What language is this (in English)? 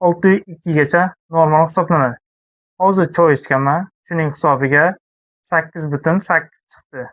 Uzbek